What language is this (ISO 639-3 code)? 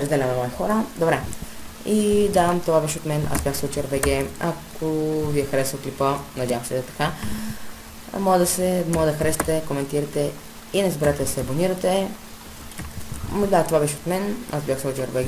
bul